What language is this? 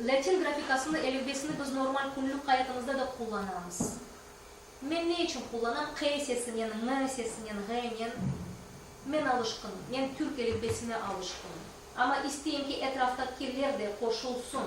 Crimean Tatar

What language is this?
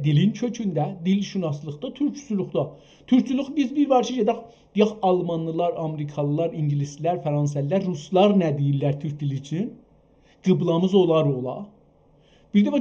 South Azerbaijani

